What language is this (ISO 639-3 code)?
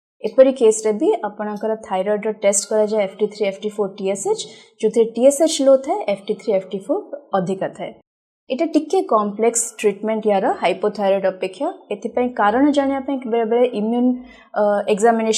ori